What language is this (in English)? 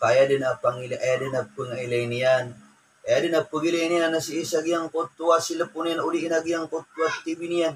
Maranao